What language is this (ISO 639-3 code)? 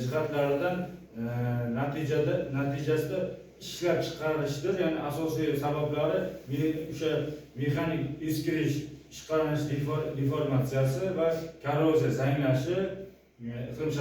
uzb